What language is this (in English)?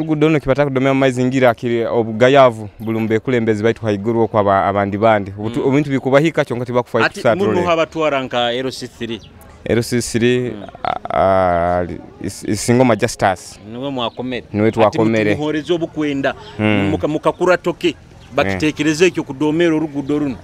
Nyoro